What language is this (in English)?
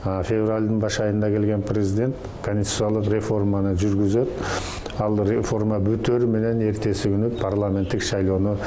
Kyrgyz